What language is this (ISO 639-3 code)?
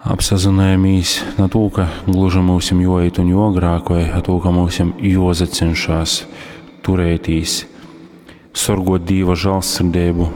ltg